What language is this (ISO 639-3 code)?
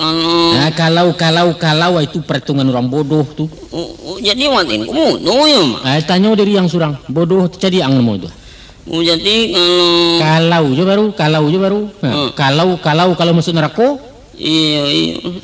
min